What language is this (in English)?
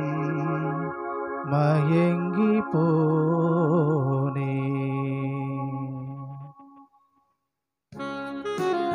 Tamil